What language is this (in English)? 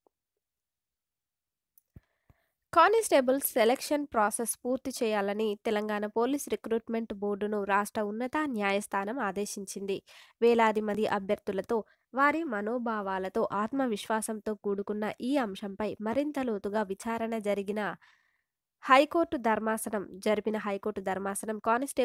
Telugu